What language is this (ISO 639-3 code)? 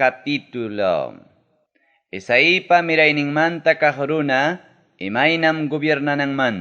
quy